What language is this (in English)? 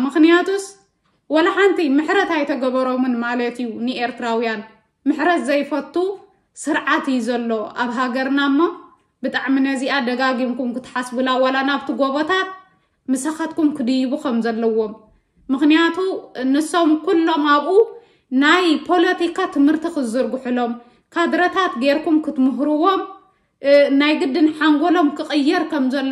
Tigrinya